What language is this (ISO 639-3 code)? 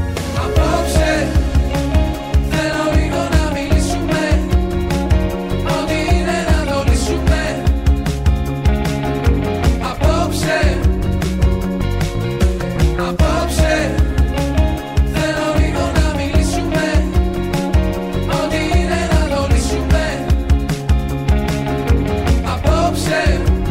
ell